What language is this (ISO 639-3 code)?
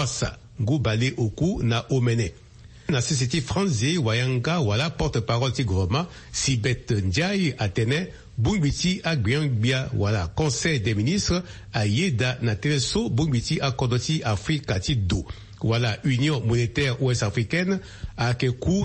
sag